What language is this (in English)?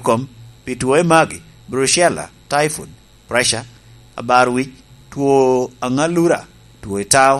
Lango (Uganda)